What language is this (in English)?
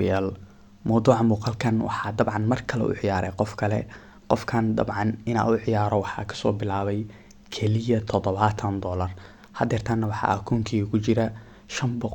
Somali